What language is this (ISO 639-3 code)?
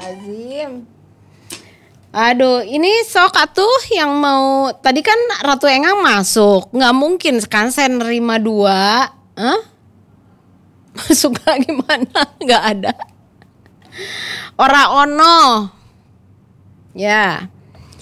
ind